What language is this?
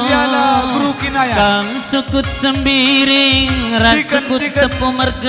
Batak Karo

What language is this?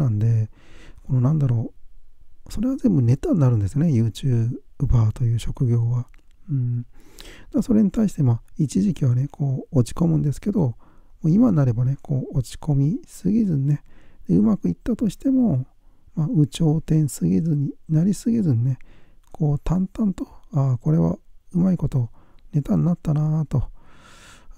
Japanese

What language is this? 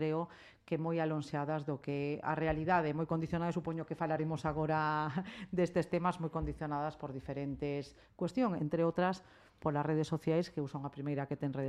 Galician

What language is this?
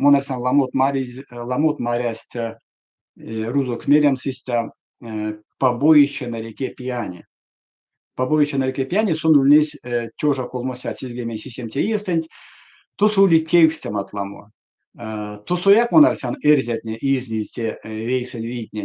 Erzya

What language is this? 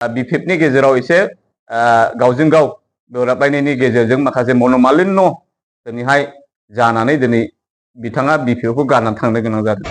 Bodo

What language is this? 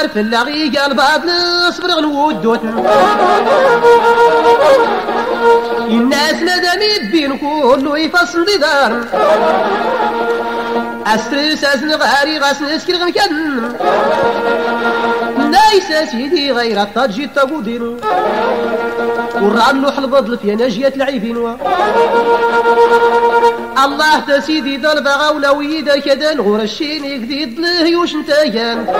Tachelhit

